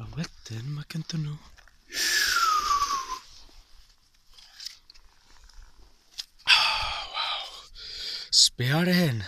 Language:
Welsh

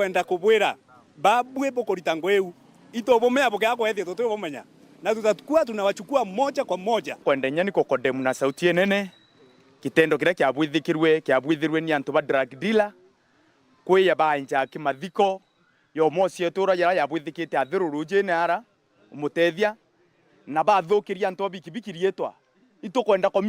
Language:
Meru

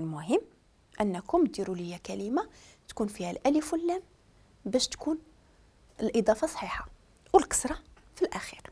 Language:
Moroccan Arabic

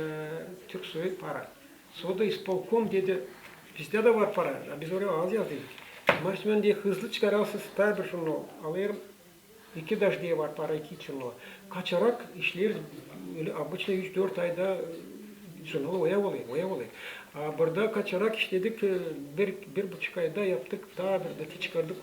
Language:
Gagauz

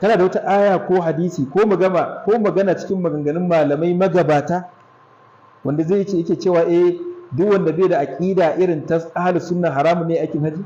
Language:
Hausa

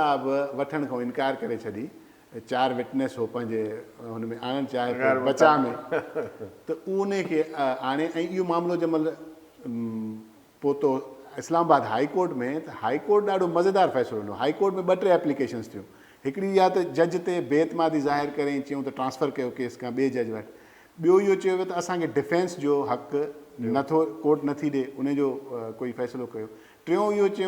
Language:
Sindhi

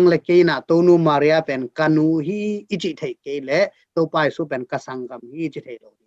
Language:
Tedim Chin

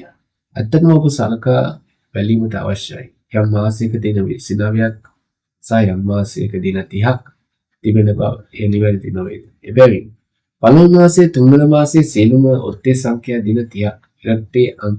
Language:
Sinhala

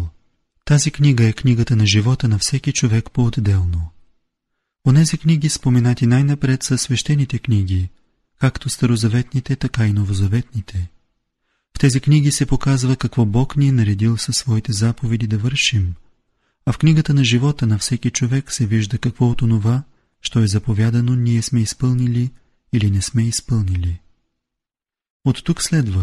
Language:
Bulgarian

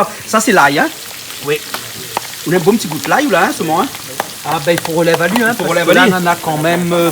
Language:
Réunion Creole French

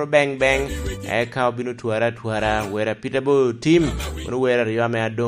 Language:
Lango (Uganda)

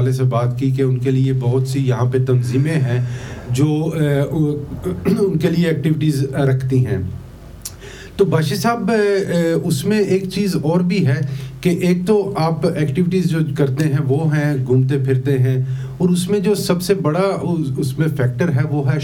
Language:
Urdu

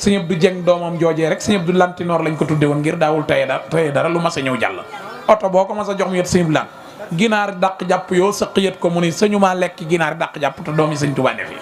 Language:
Wolof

